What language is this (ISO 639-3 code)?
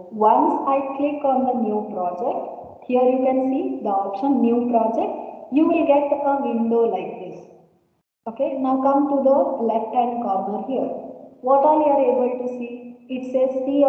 eng